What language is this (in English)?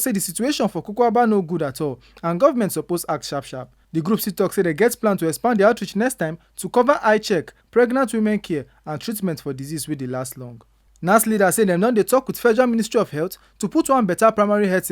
Nigerian Pidgin